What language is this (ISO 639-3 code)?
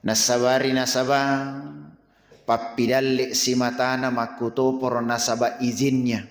bug